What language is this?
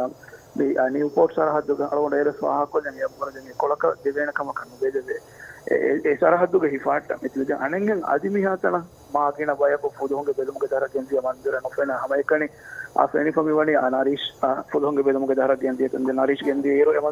Divehi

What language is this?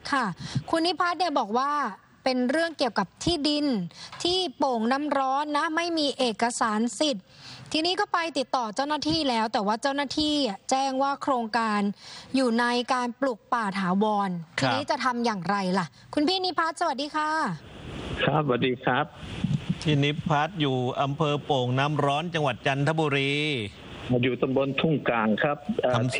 Thai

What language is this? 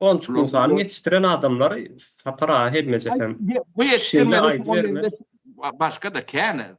Turkmen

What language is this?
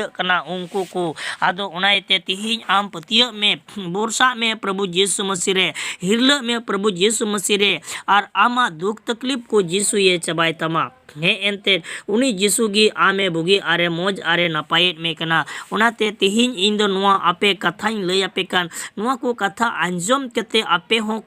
Santali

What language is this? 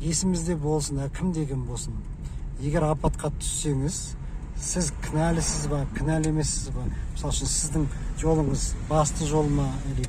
Kazakh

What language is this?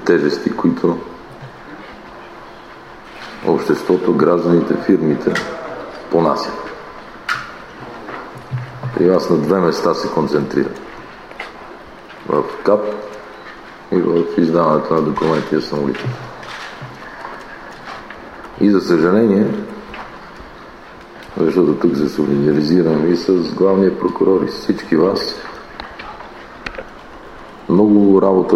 Bulgarian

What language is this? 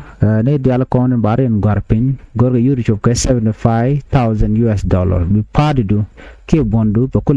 Nuer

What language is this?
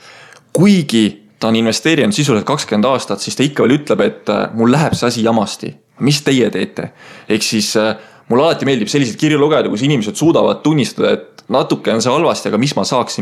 Estonian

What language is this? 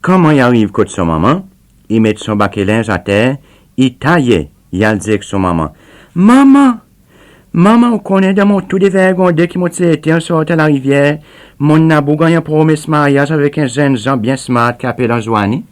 Seselwa Creole French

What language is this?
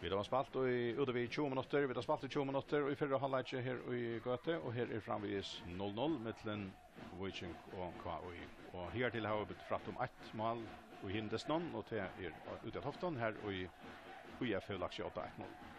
Faroese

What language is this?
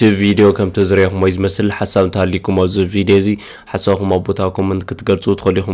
Tigrinya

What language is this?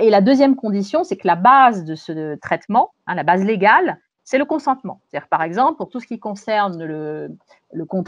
French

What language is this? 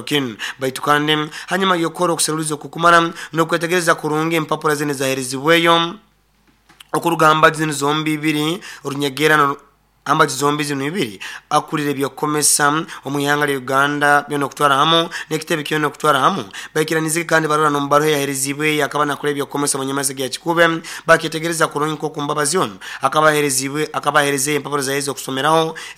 Nyoro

